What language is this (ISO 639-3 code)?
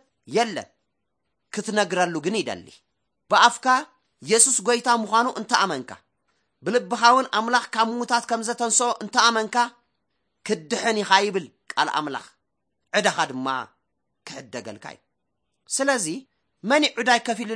tir